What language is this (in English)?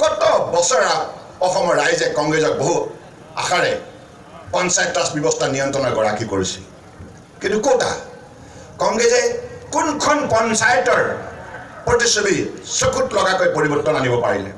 Assamese